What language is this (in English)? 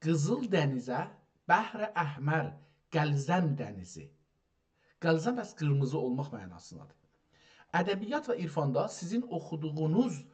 South Azerbaijani